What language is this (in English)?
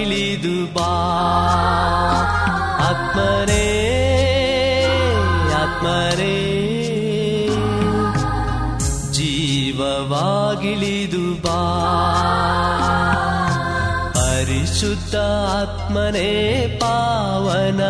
Kannada